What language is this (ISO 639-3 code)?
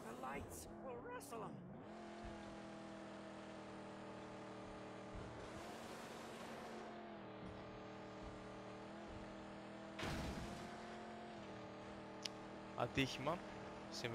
ell